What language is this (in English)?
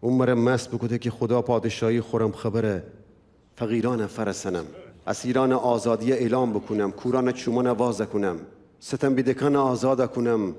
Gilaki